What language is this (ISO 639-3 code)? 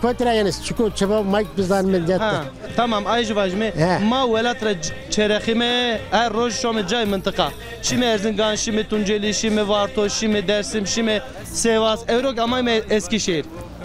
zza